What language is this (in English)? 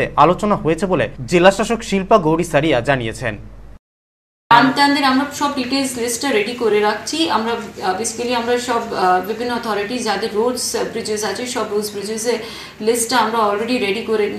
Bangla